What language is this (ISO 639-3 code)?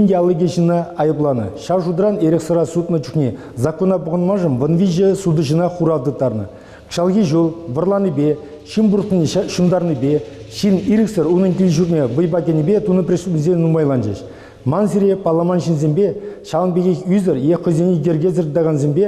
chv